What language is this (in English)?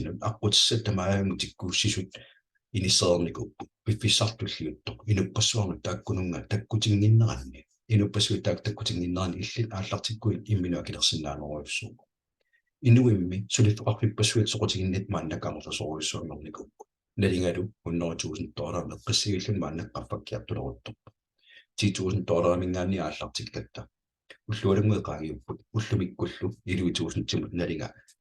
Kalaallisut